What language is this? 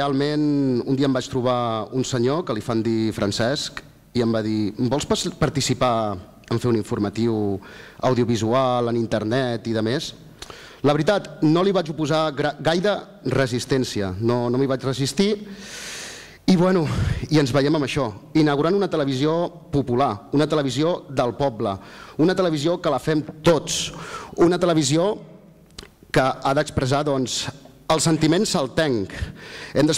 Catalan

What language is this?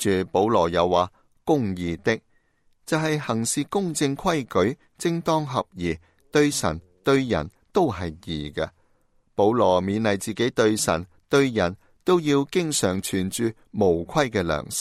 Cantonese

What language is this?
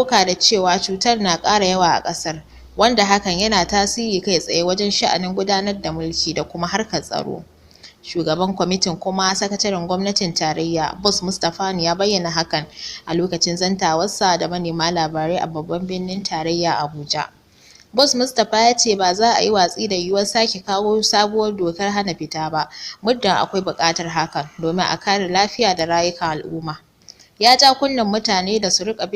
Hausa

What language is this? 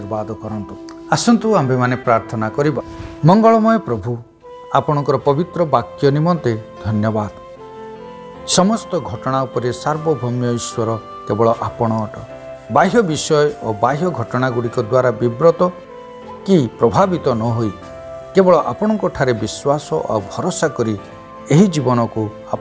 Odia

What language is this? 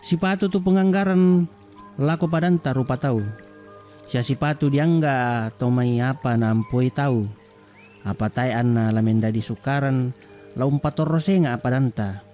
Toraja-Sa'dan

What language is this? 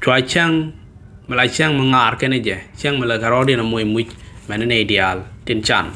Nuer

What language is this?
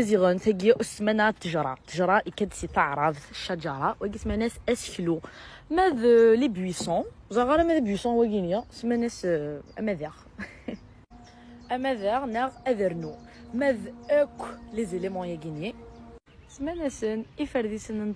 Kabyle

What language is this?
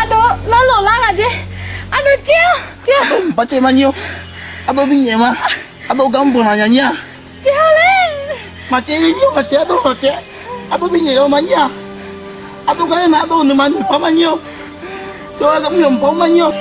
Akha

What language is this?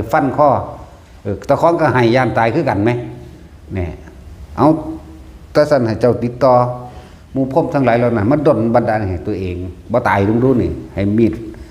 Northeastern Thai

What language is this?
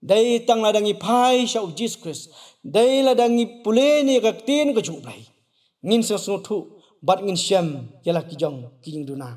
Khasi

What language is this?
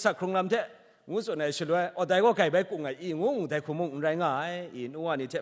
Kachin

